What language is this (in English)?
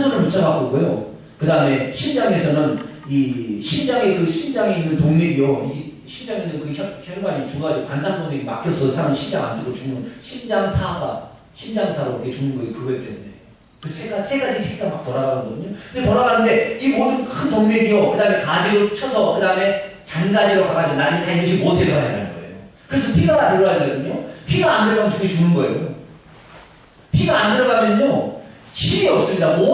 Korean